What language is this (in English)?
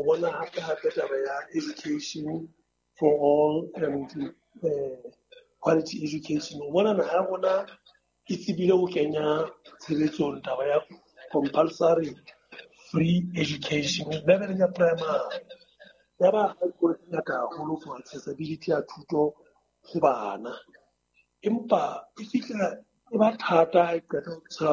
Southern Sotho